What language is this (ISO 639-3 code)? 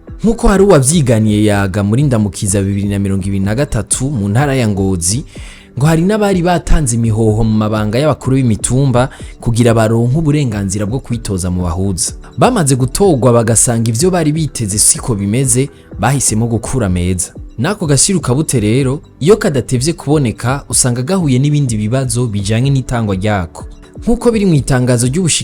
run